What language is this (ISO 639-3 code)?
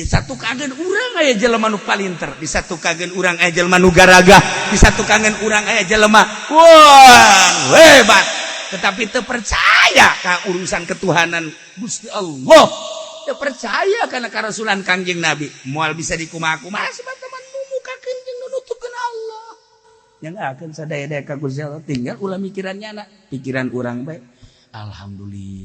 sun